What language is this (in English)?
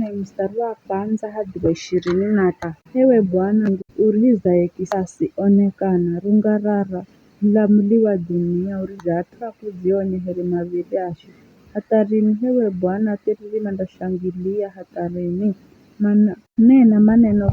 Giryama